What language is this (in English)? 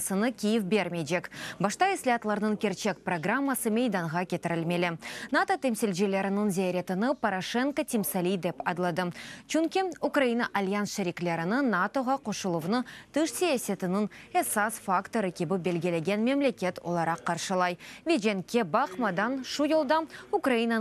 Crimean Tatar